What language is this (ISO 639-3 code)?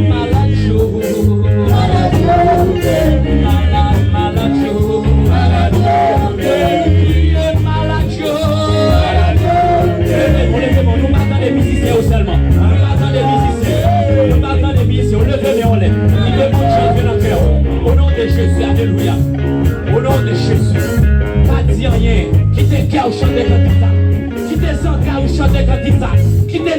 hat